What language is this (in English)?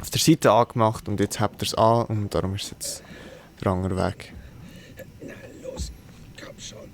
Swiss German